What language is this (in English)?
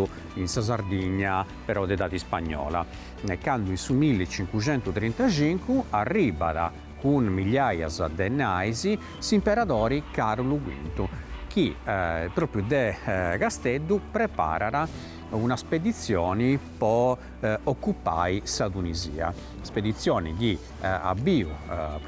Sardinian